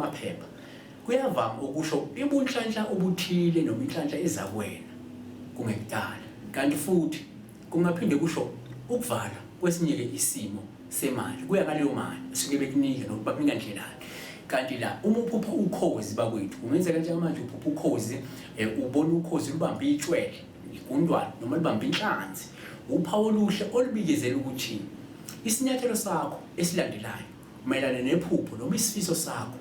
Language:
Zulu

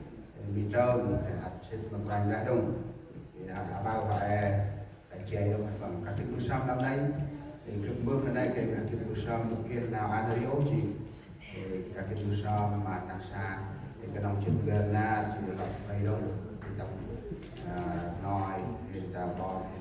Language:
Central Mnong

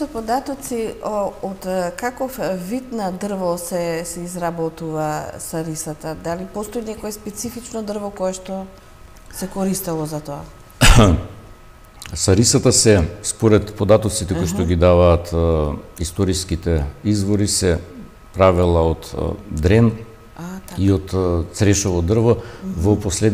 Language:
Macedonian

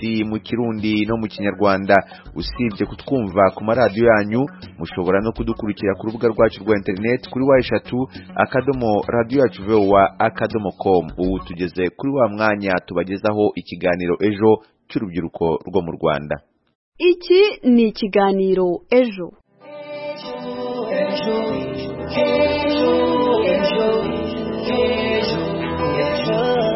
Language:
Kinyarwanda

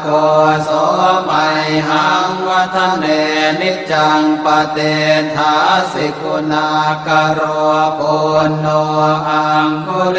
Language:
Pali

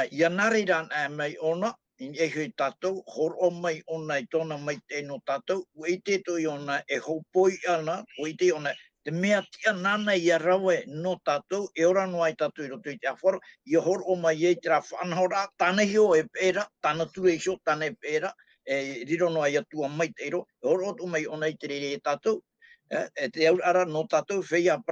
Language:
Tahitian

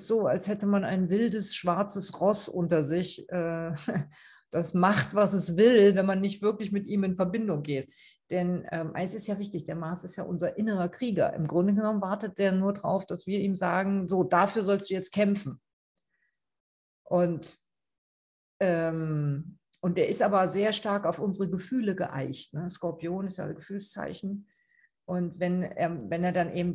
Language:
German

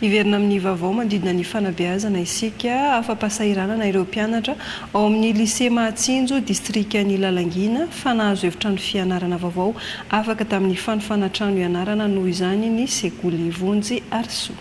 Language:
Malagasy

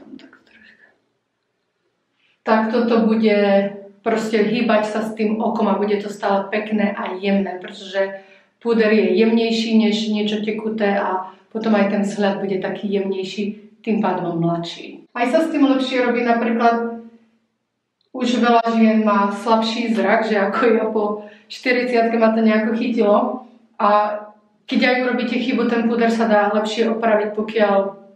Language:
Slovak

